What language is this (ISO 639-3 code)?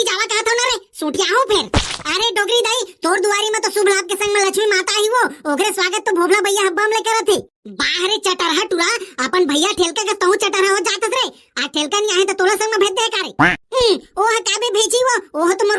hne